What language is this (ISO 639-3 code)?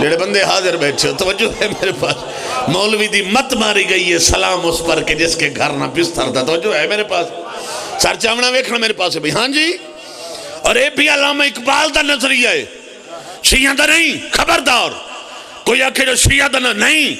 phr